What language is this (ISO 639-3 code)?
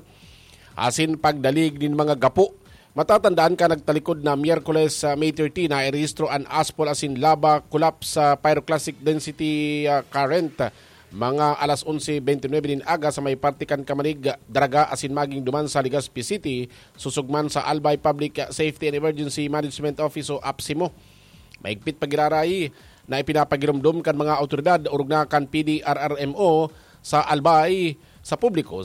bik